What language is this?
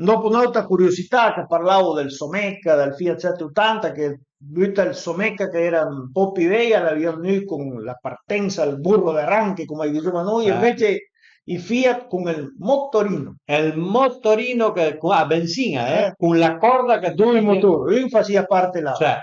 Piedmontese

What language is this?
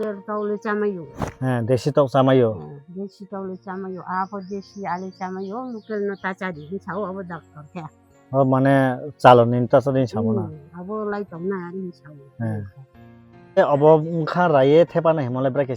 Kok Borok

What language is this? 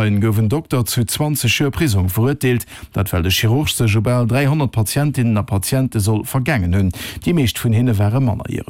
Luxembourgish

